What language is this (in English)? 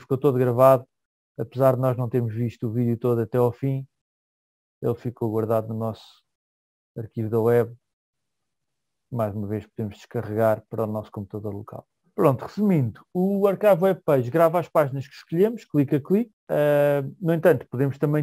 Portuguese